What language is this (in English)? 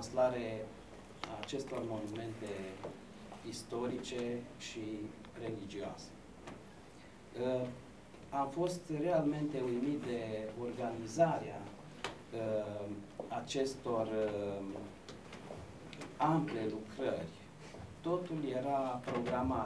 Romanian